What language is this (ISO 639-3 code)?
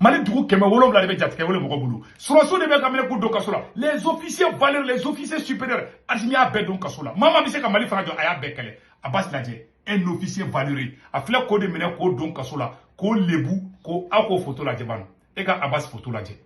bam